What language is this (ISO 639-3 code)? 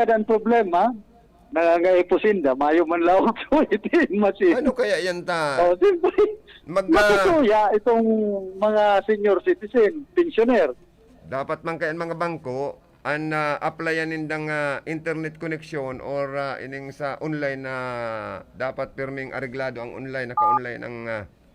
bik